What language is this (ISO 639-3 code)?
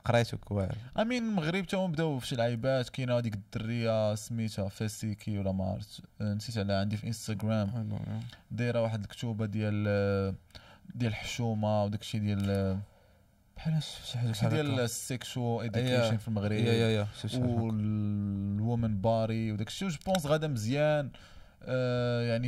ary